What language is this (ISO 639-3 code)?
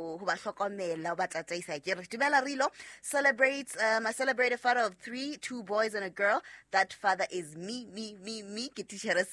sot